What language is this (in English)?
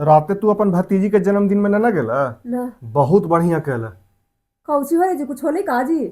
Magahi